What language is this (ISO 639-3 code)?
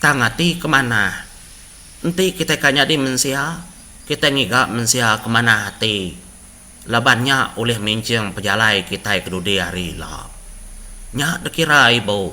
iba